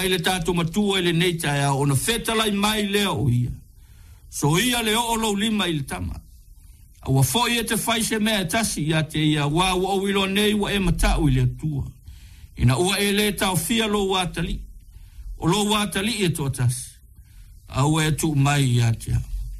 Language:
Samoan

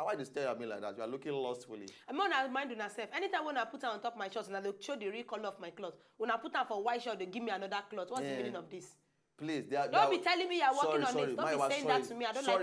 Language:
Nigerian Pidgin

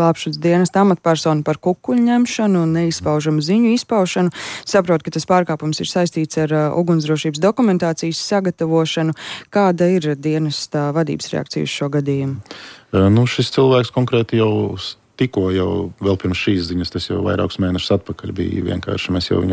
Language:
Latvian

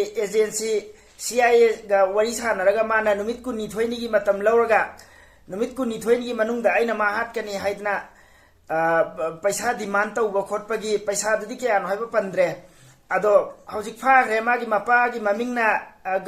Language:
Manipuri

